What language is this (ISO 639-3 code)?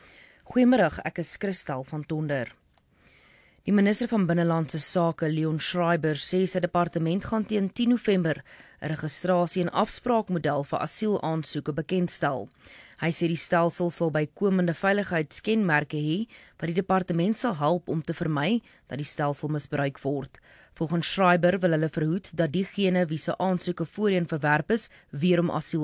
afr